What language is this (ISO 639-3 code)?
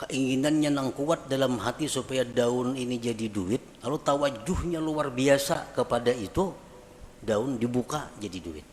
bjn